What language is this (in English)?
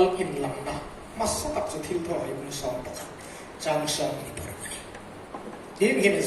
Hmar